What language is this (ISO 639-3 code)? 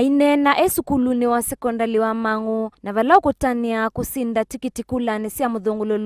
kam